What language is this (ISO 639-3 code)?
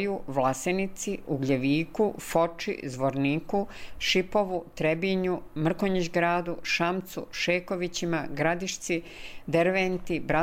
bos